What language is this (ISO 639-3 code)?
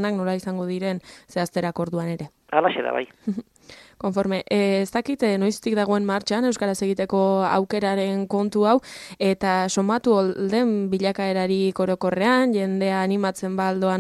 eus